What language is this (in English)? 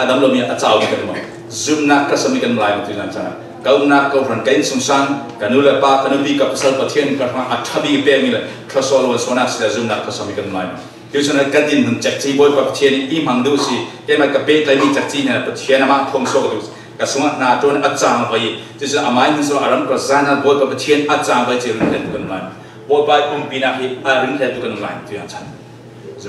Falam Chin